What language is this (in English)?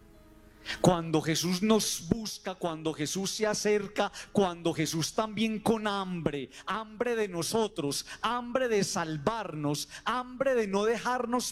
Spanish